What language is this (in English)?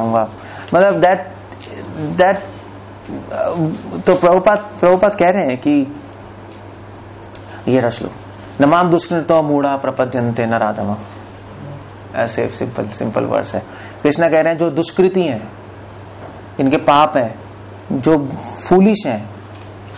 Hindi